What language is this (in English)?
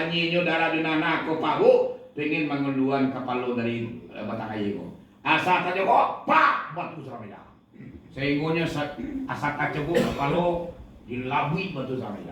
Minangkabau